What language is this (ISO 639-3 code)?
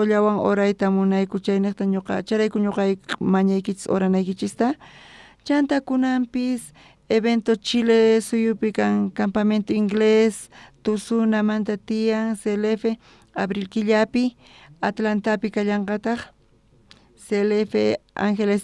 quh